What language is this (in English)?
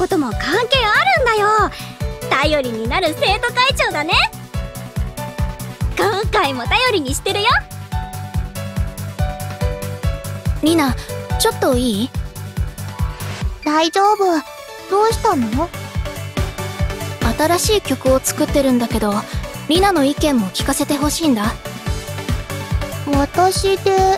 Japanese